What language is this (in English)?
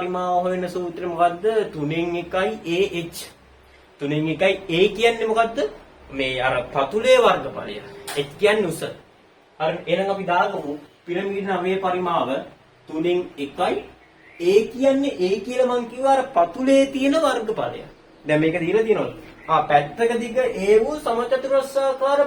Sinhala